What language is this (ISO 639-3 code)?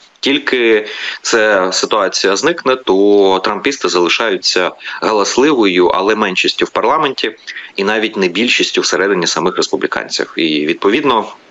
ukr